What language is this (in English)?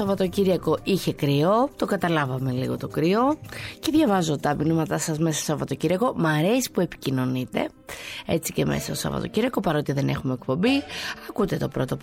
Greek